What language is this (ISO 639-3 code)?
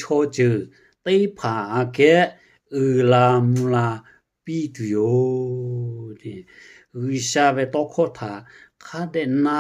lhu